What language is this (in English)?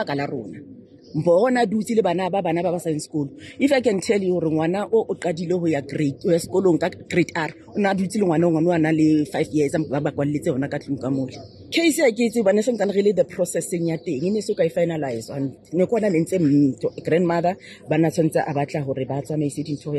Southern Sotho